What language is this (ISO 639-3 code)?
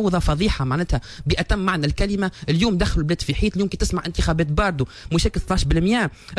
aeb